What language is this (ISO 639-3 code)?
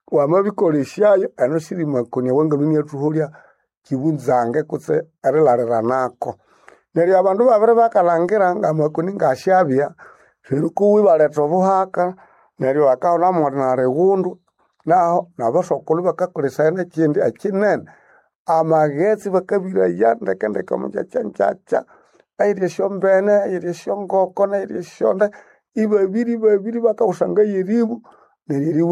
nnb